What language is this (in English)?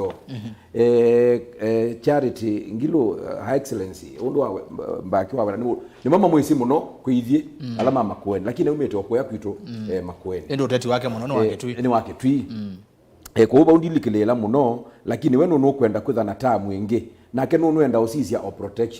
Kamba